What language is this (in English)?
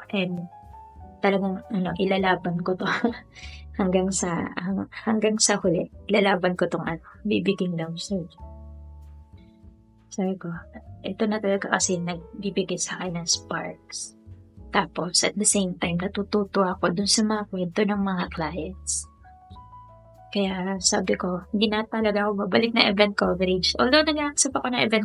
Filipino